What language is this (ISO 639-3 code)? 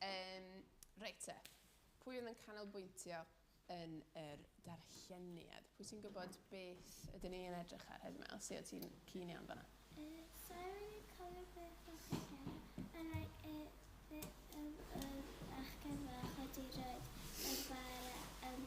cym